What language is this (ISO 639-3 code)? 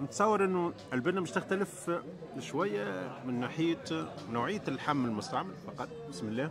aeb